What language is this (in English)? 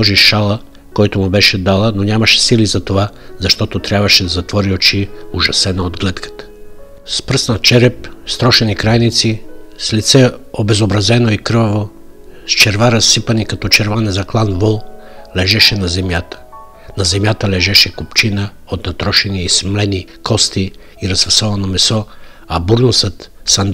Bulgarian